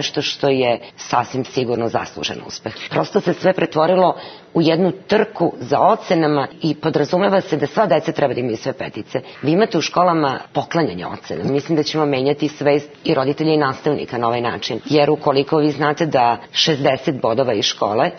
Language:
Serbian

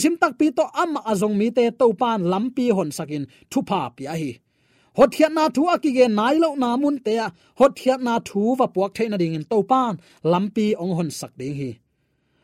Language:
Tedim Chin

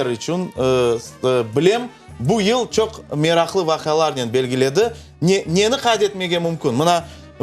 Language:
Crimean Tatar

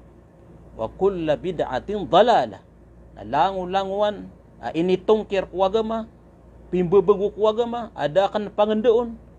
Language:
Maranao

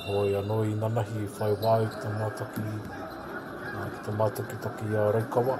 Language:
Māori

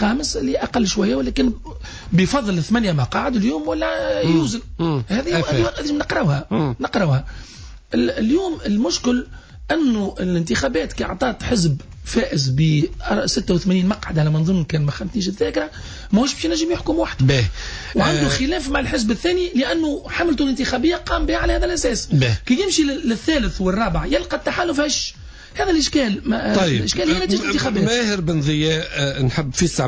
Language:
Tunisian Arabic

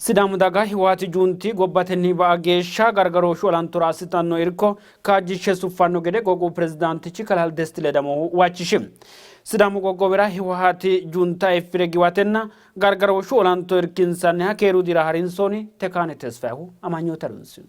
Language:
Sidamo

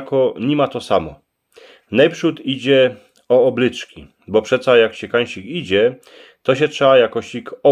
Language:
Silesian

